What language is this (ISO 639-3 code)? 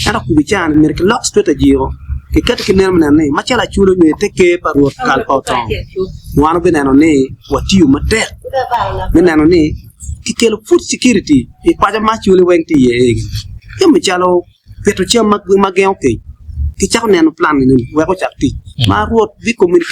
ach